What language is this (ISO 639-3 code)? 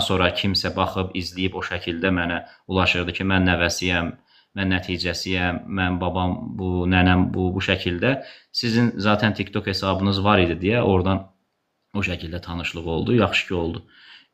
aze